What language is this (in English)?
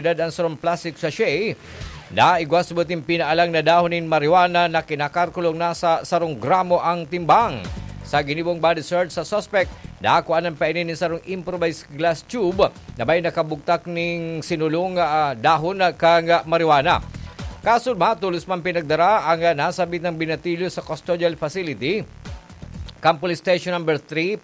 Bikol